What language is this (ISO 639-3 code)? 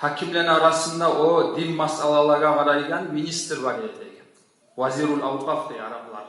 kum